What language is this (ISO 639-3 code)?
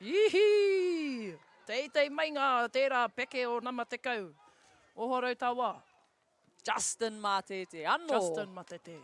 mri